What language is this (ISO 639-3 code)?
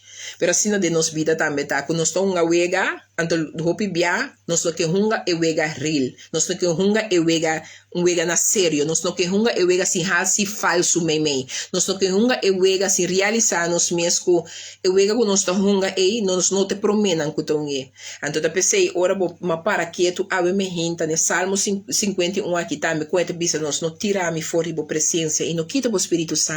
pap